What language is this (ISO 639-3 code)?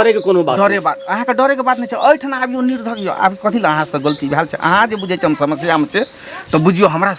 mai